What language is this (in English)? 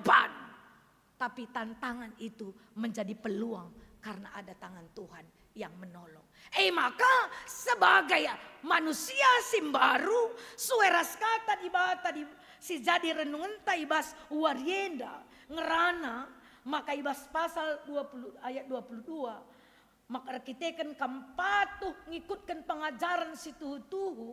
Batak Karo